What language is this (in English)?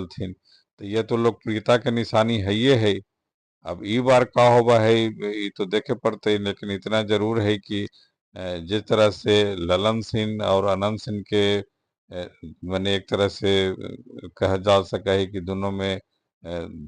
Magahi